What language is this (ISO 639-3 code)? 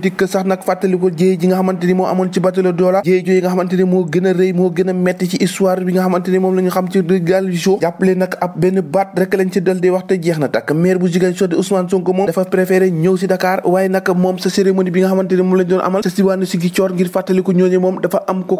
wol